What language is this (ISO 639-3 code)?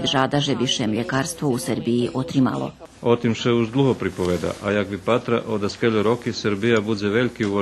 rue